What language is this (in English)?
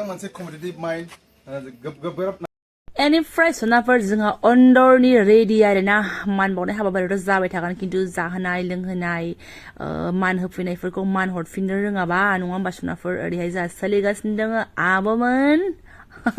Bodo